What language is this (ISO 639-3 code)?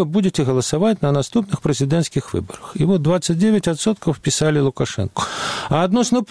bel